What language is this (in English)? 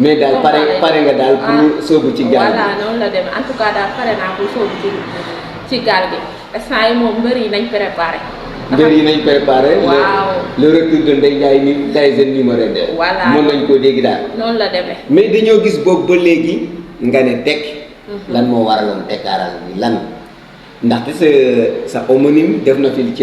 Wolof